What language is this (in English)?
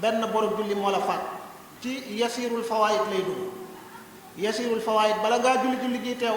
Wolof